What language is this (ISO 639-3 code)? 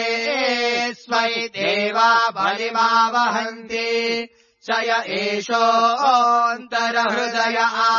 san